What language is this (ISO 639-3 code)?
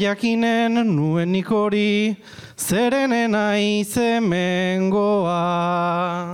eus